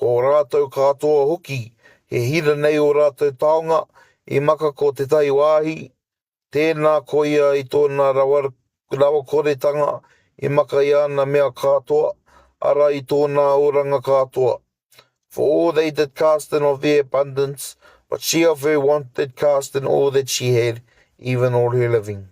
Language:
Māori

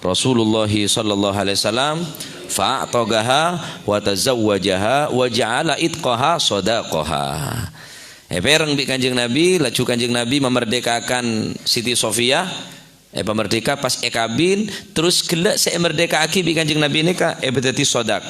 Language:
Madurese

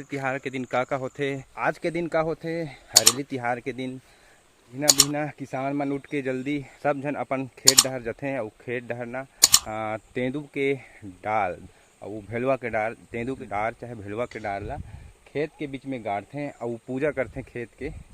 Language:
Chhattisgarhi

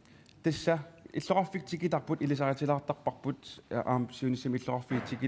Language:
Kalaallisut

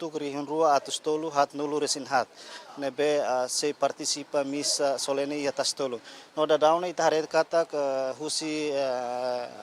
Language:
Tetum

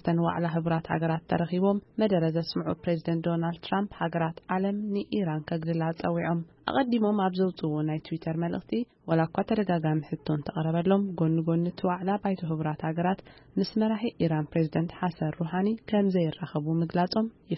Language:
Tigrinya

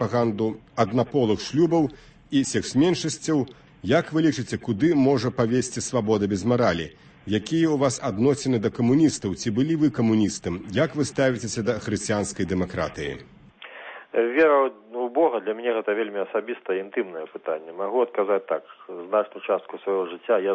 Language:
Belarusian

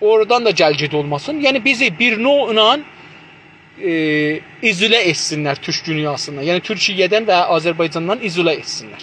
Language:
South Azerbaijani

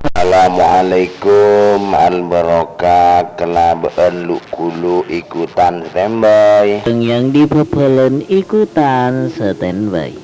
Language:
Madurese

